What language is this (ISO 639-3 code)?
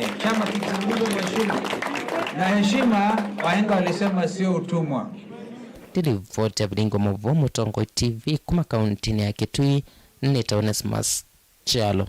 kam